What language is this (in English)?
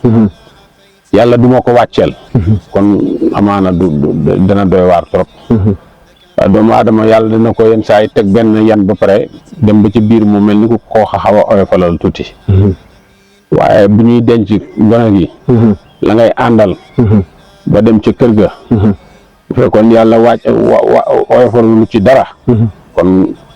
Wolof